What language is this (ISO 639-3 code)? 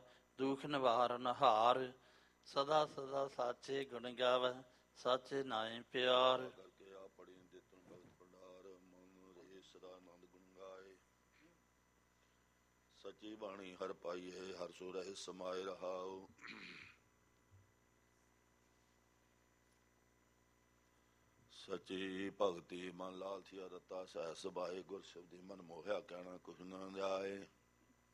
pan